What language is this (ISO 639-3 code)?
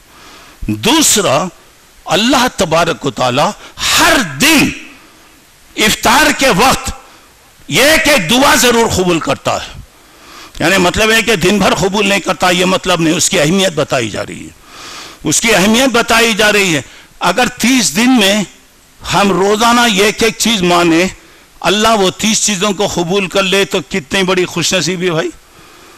urd